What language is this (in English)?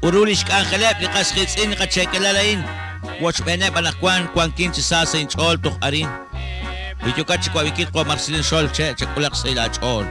Kekchí